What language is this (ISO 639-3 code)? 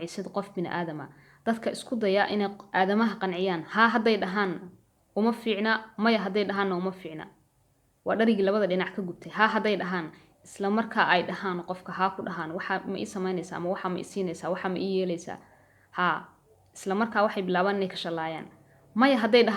som